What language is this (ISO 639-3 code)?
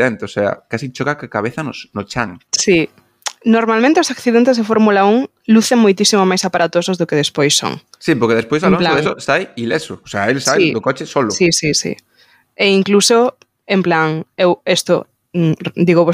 glg